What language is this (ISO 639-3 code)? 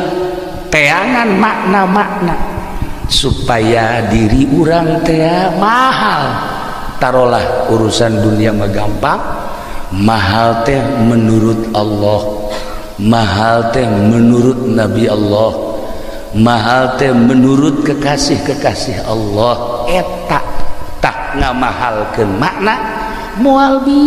sun